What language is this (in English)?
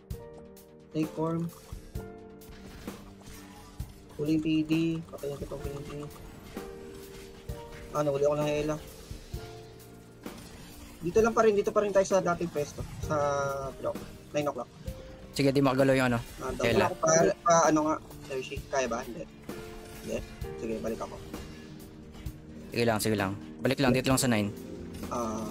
Filipino